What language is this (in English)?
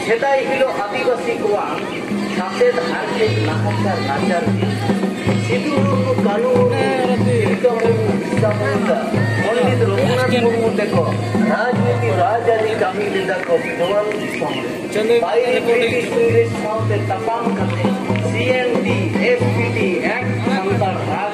Santali